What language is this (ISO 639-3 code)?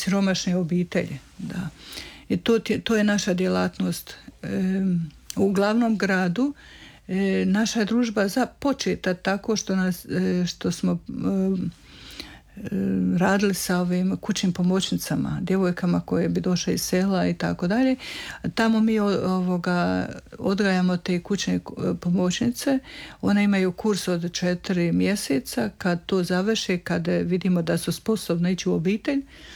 hrv